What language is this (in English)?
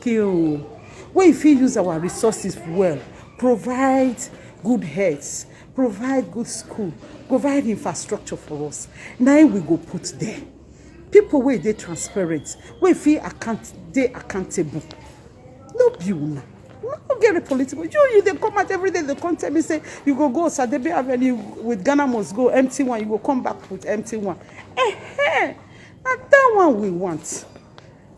Nigerian Pidgin